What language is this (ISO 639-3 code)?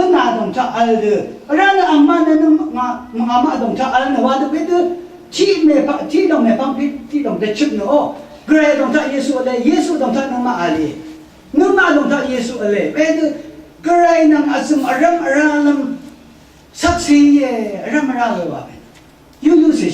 raw